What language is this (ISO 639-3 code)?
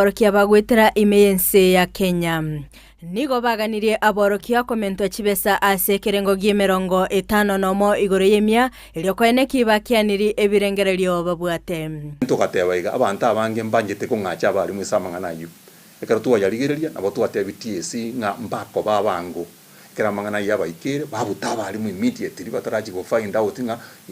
guz